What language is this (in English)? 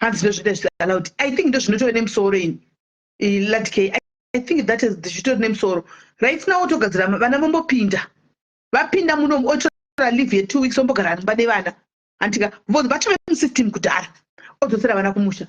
Shona